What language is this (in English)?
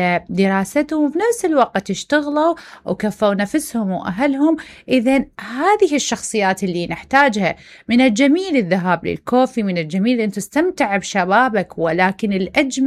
Mesopotamian Arabic